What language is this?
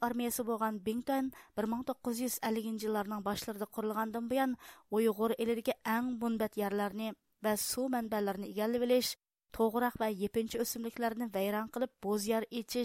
Uyghur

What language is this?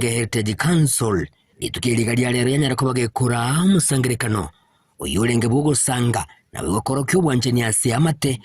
Gusii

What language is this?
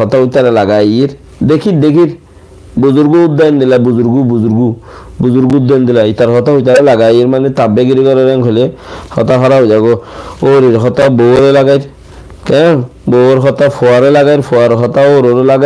Rohingya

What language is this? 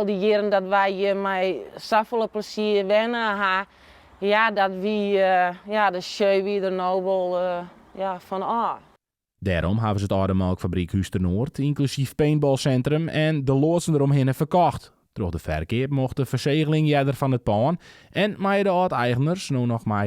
Western Frisian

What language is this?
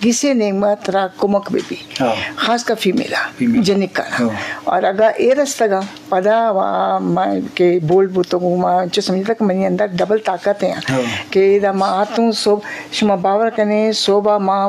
Eastern Balochi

